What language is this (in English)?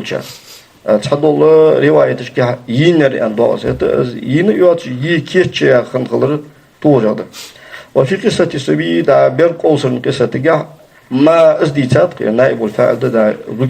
Ingush